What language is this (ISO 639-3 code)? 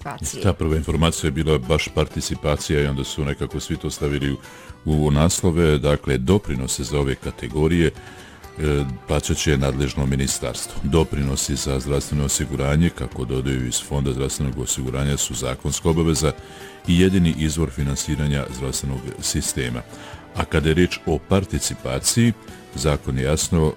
bos